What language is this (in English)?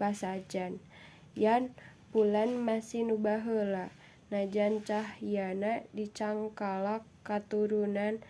Sundanese